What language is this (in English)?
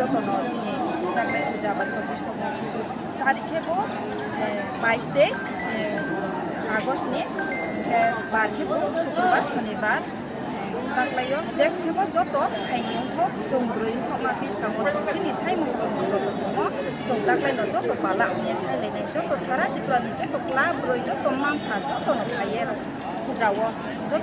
Riang (India)